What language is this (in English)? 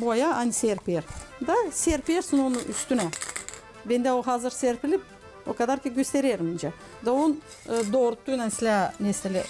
Gagauz